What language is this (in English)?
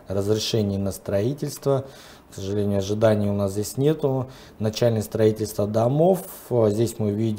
Russian